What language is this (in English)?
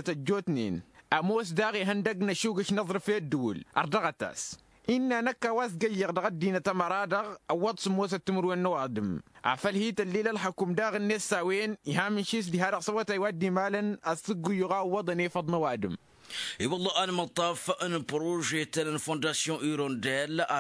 Tamasheq